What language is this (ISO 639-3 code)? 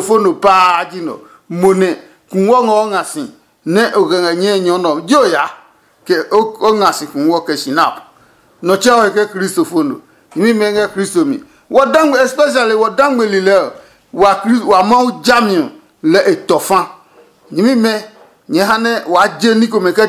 ada